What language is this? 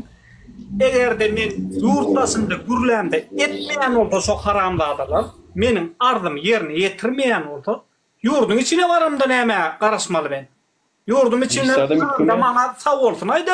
Turkmen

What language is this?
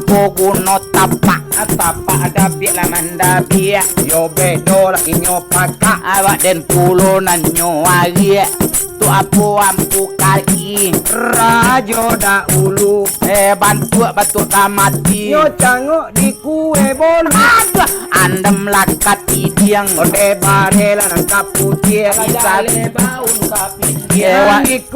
Minangkabau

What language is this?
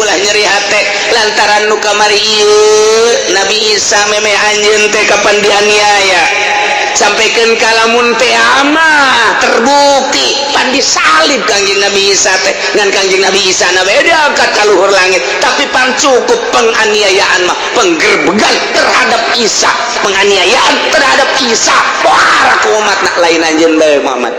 Sundanese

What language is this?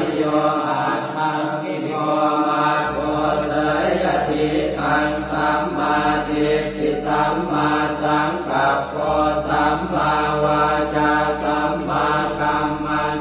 Pali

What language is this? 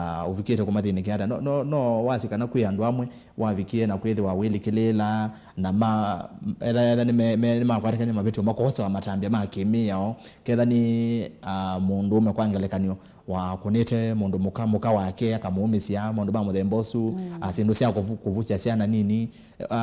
Kamba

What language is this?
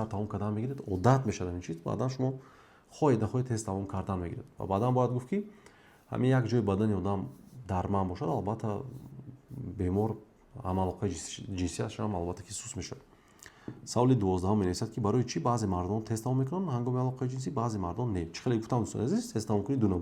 Tajik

